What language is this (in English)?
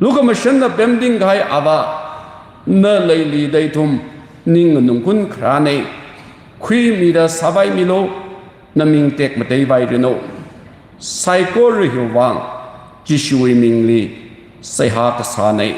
Tangkhul Naga (India)